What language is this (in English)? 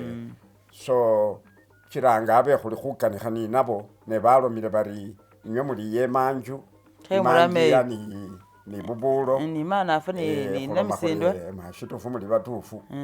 Masaaba